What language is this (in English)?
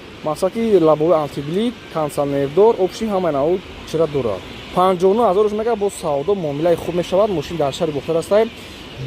Tajik